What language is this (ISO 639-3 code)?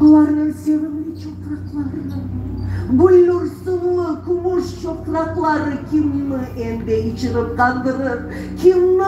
crh